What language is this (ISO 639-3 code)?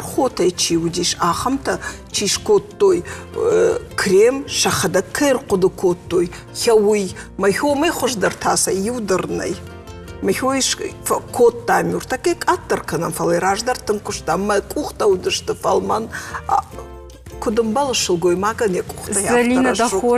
oss